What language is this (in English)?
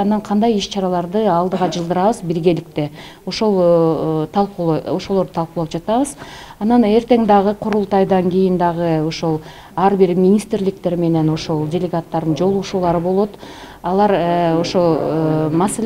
Kyrgyz